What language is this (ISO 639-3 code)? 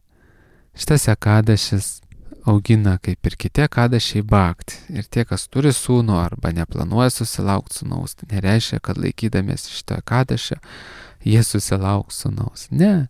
lit